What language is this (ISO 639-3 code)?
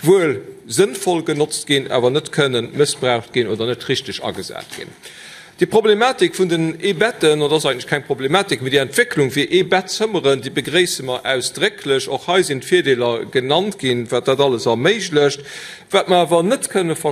ltz